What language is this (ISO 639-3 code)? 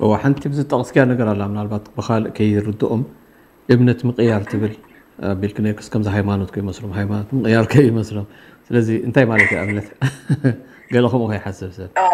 tir